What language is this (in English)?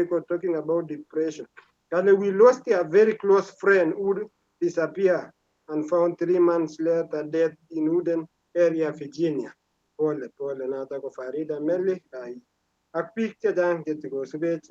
Kalenjin